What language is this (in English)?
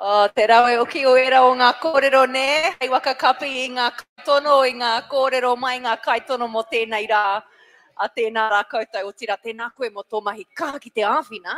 Māori